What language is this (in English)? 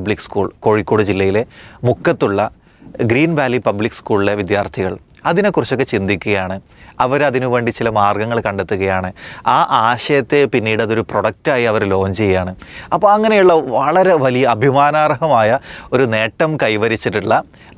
Malayalam